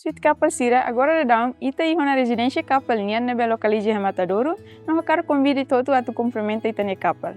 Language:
Tetum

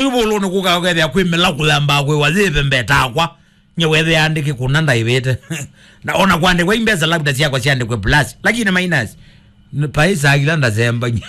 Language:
Kamba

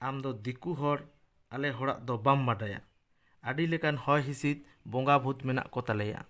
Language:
Santali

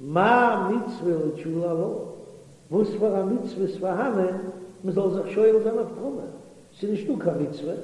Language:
Yiddish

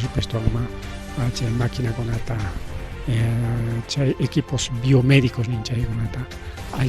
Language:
Ayacucho Quechua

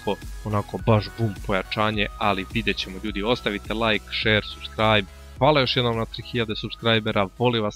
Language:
Croatian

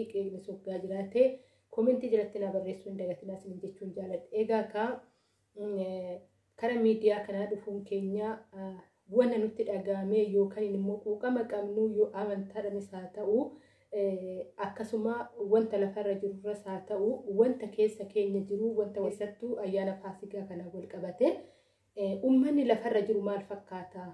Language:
Oromo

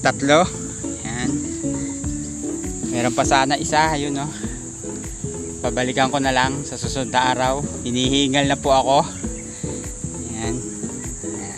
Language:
Filipino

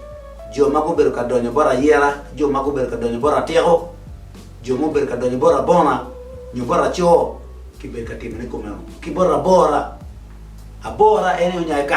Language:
Acoli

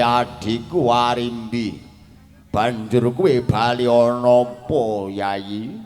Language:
Javanese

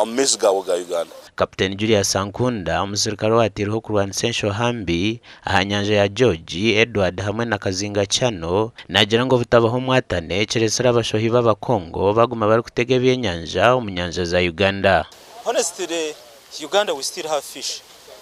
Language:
Nyankole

